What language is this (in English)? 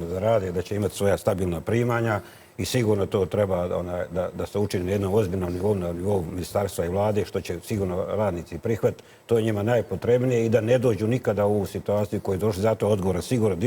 Bosnian